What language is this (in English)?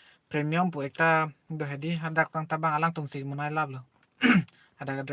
Karbi